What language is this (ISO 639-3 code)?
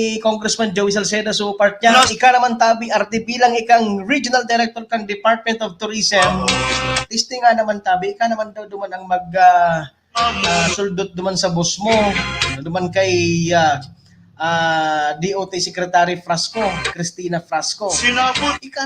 bik